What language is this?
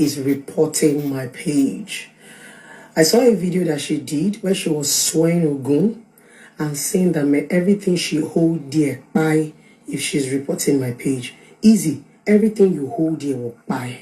Nigerian Pidgin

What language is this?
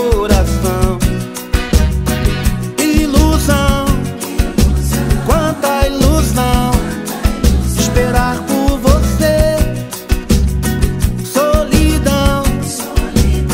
Portuguese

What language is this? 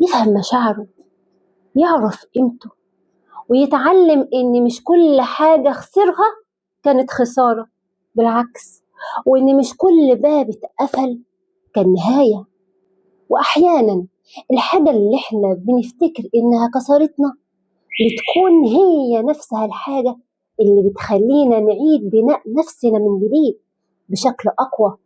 Egyptian Arabic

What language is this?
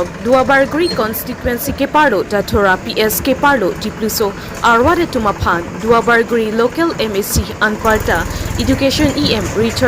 Karbi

